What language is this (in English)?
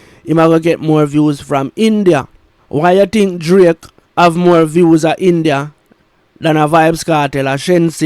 Jamaican Creole English